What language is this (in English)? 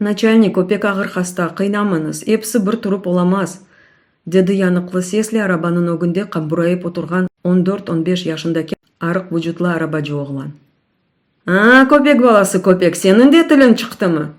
Crimean Tatar